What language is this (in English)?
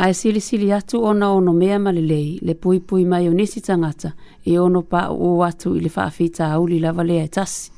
Samoan